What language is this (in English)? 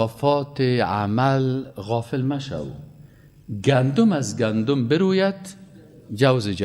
Persian